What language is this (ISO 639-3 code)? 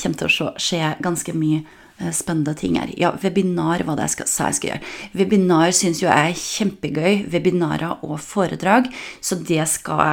nor